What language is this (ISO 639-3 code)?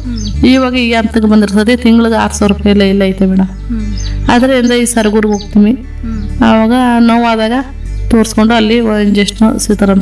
kan